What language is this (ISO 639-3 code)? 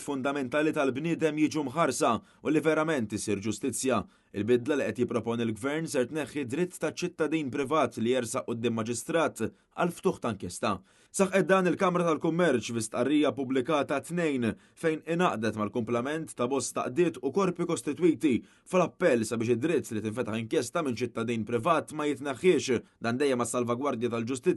mlt